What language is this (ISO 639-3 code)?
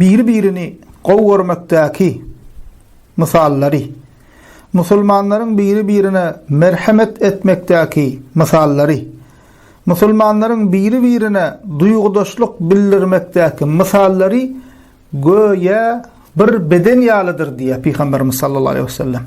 tuk